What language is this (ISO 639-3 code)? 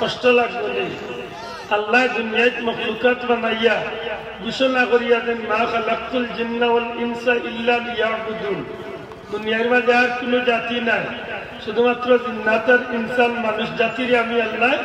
syl